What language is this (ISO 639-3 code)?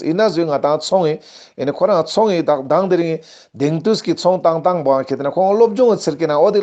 lbj